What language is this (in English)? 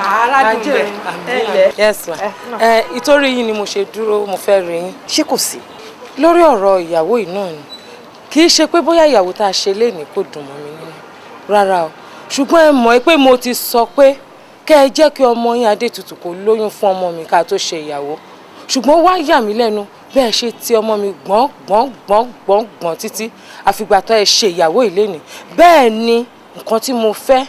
Yoruba